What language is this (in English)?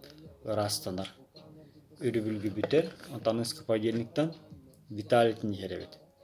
Yakut